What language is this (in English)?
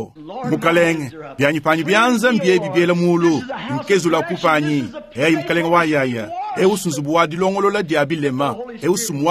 Luba-Lulua